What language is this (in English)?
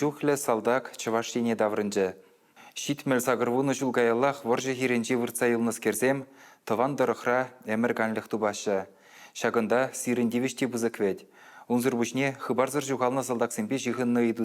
Chuvash